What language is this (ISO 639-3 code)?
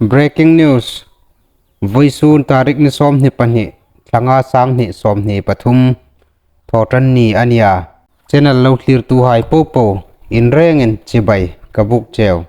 hmr